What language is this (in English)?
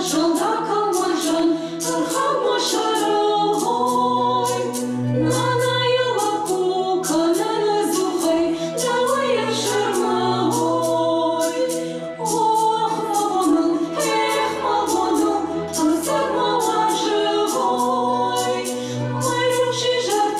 Ossetic